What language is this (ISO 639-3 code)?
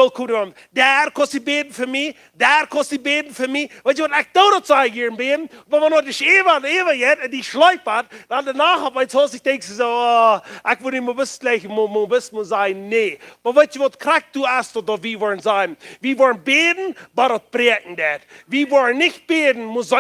pdt